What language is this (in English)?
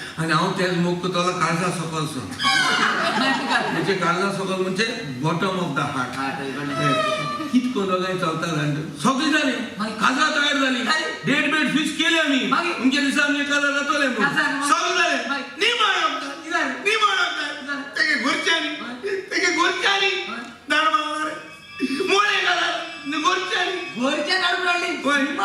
Konkani